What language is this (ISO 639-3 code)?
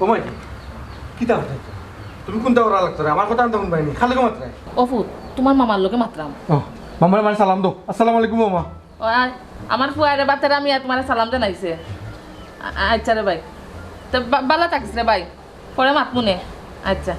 syl